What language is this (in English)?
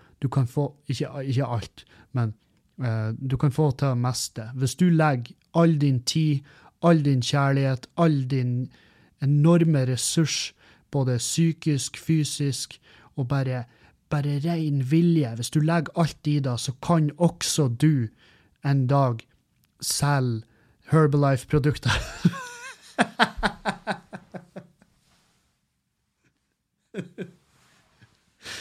Norwegian